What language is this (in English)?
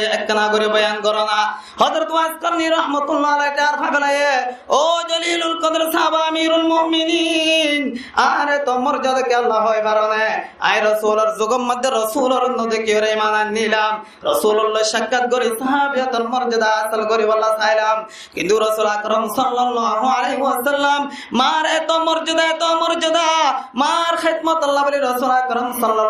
Rohingya